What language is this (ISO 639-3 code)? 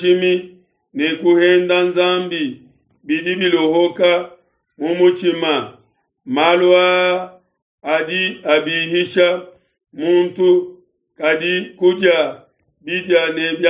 lua